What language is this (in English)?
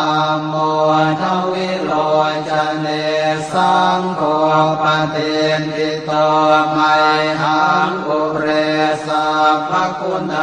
Pali